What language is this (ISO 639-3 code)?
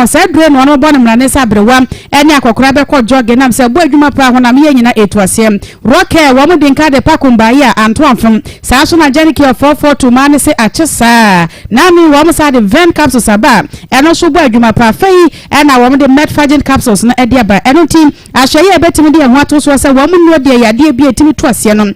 aka